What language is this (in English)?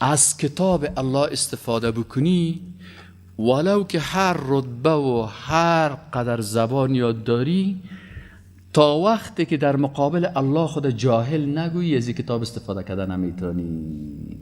Persian